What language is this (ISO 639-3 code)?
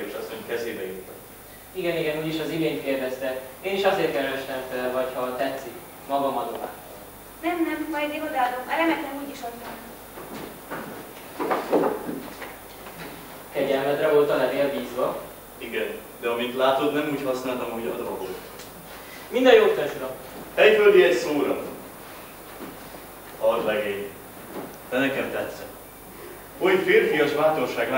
hun